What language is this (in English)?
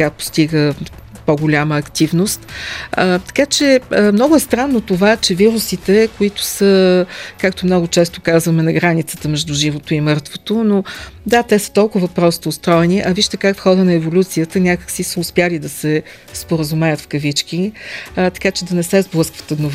Bulgarian